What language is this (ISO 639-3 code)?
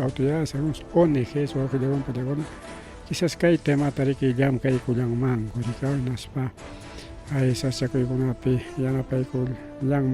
quy